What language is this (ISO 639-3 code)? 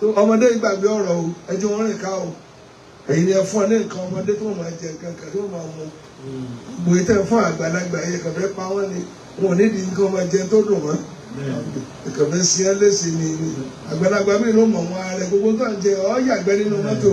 yor